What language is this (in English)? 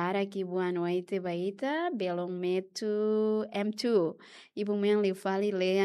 Tetum